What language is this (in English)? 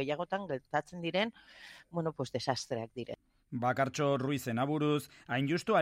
Basque